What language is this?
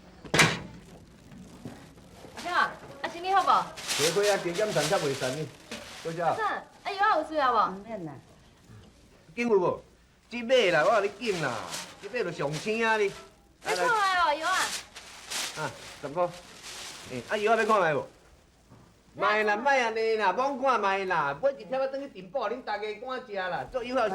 Min Nan Chinese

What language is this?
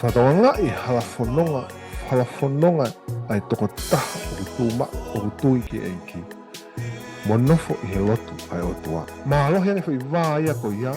Tongan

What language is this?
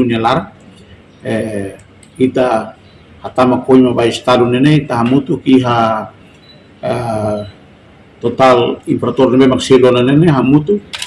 Tetum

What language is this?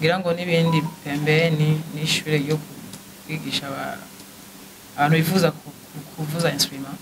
Rundi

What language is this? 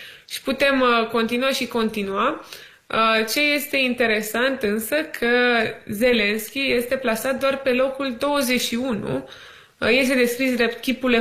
Romanian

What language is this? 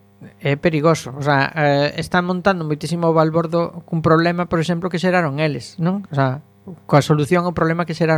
Galician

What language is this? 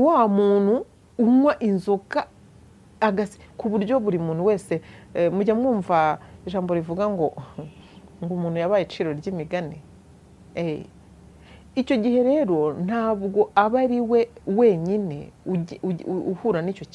Kinyarwanda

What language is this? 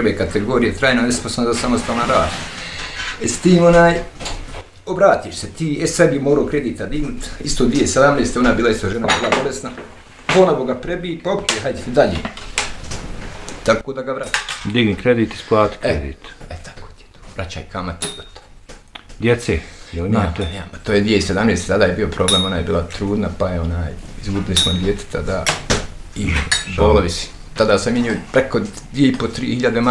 Bosnian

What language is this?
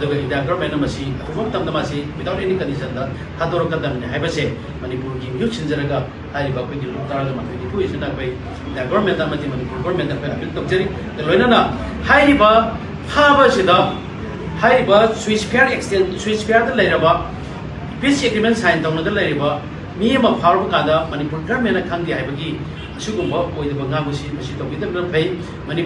Manipuri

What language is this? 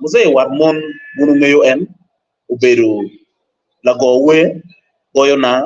Acoli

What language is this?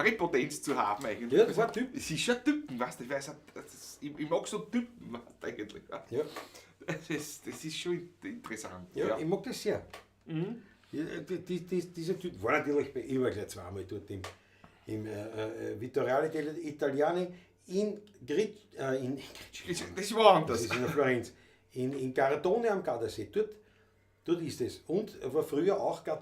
Bavarian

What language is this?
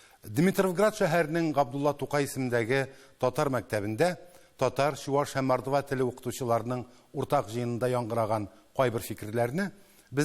Tatar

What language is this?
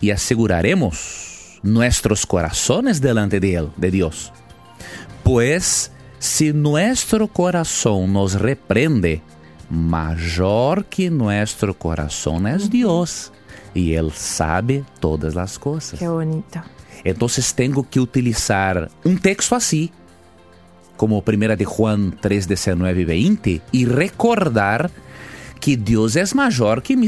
Spanish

